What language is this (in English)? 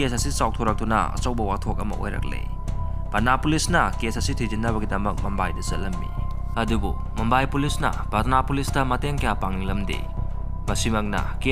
Manipuri